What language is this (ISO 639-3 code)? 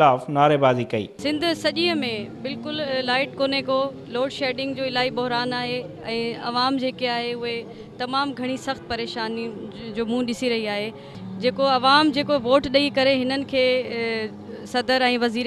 snd